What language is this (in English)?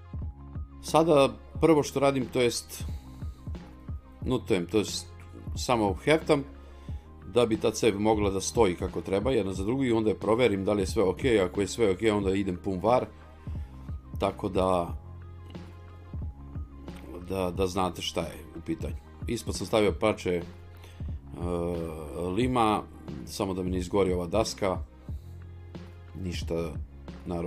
Serbian